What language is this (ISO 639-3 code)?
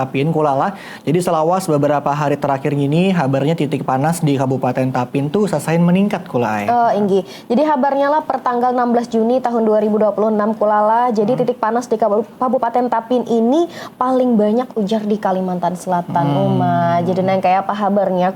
bjn